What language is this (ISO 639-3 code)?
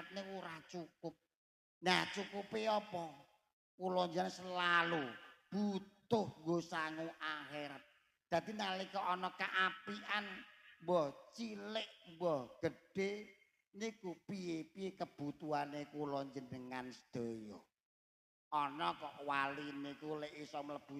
jav